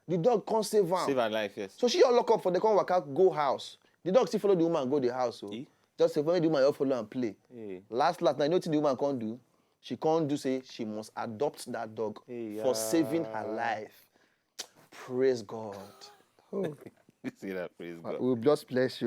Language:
Nigerian Pidgin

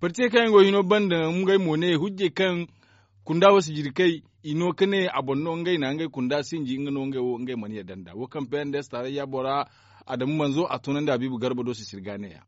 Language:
Zarma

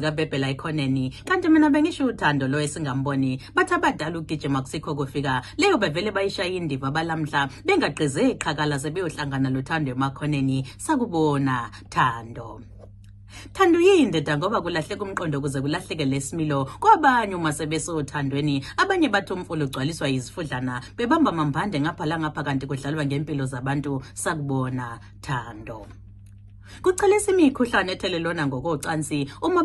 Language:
Zulu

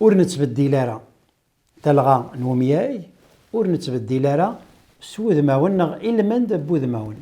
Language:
Kabyle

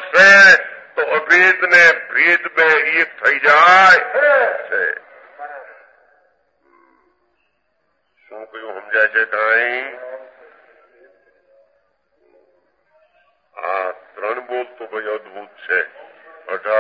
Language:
Gujarati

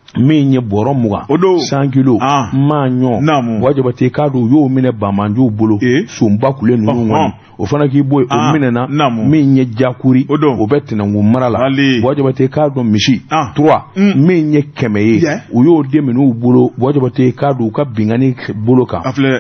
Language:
Bambara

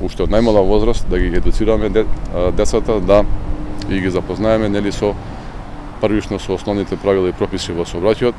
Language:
Macedonian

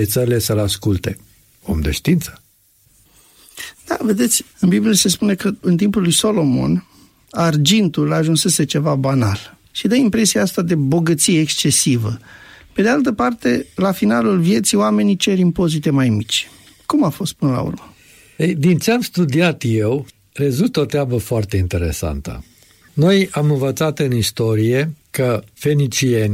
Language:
Romanian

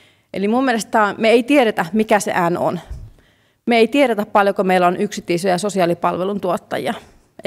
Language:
Finnish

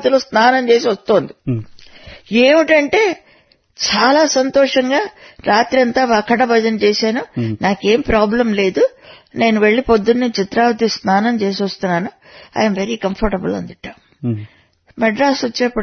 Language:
Telugu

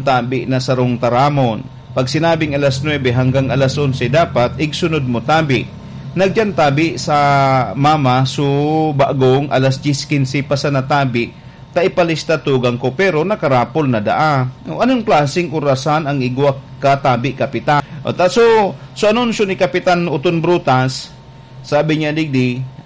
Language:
Bikol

